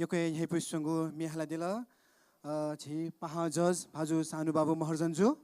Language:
Newari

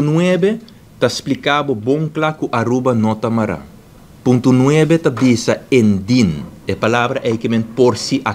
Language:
Papiamento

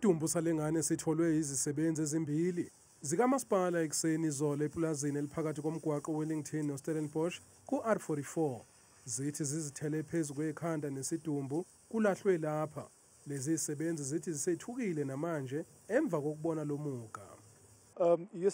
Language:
Zulu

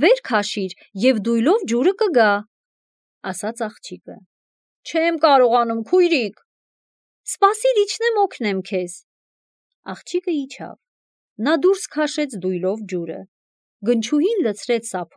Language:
Armenian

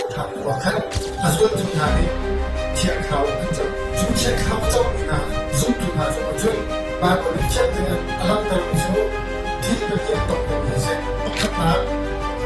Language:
Hakha Chin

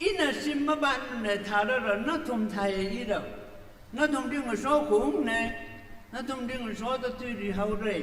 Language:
Tangkhul Naga (India)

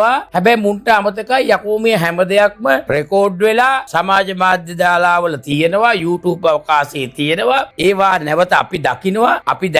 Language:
Sinhala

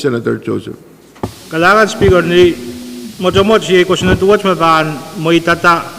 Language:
Pohnpeian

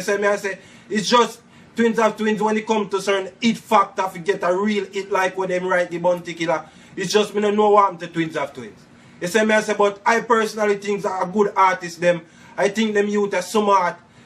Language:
Jamaican Creole English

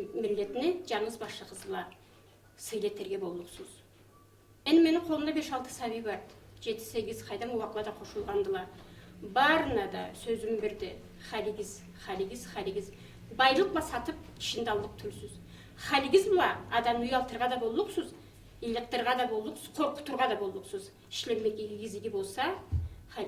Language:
Karachay-Balkar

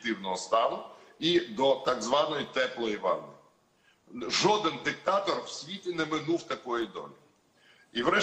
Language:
Ukrainian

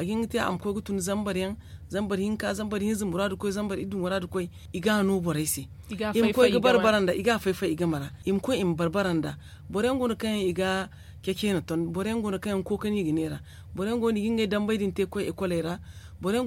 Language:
Zarma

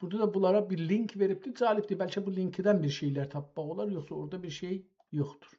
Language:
South Azerbaijani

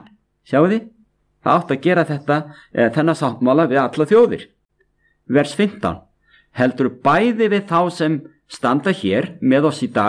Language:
Icelandic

